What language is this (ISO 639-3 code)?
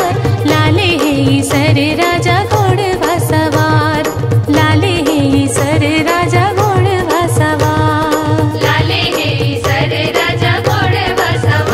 hne